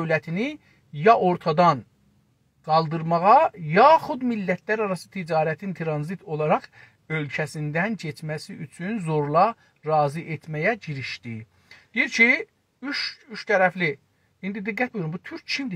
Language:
South Azerbaijani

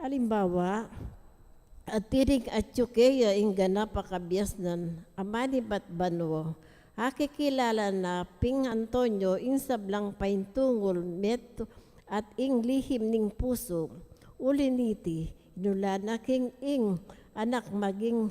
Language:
Pampanga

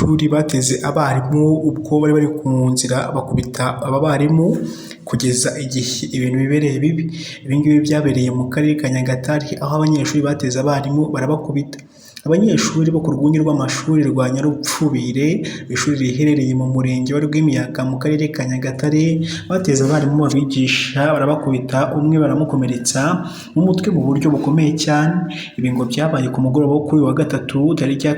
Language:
Kinyarwanda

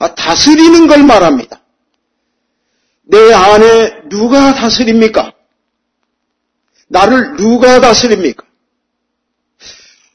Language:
Korean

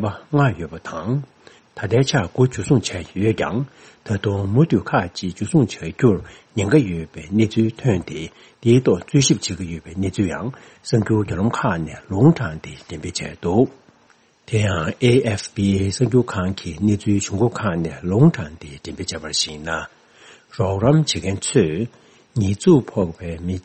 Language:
Tibetan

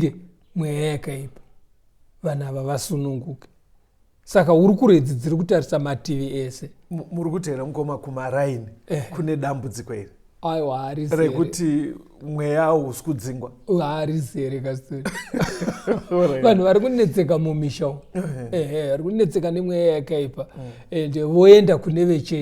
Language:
Shona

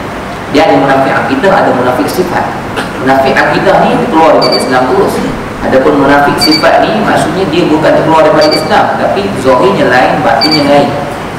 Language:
Malay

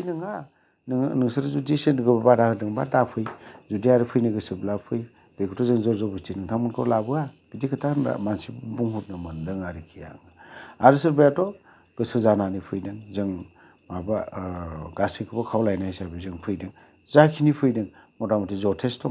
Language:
Bodo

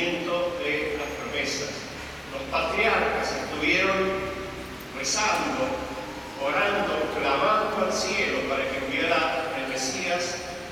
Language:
Spanish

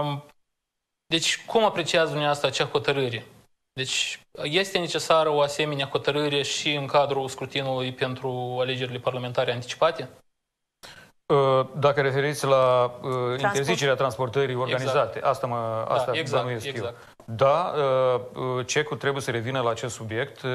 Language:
Romanian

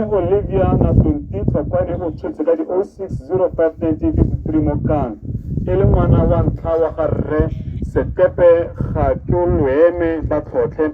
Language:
Tswana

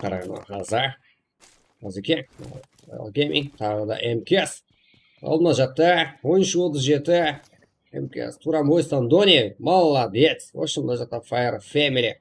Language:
Kara-Kalpak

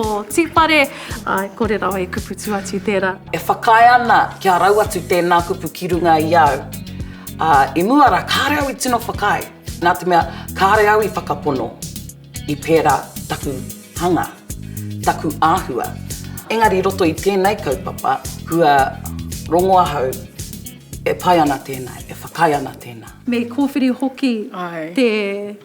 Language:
Māori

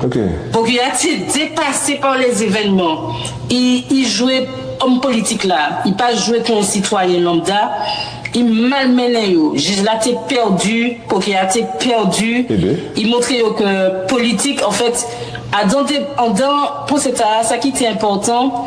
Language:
Guadeloupean Creole French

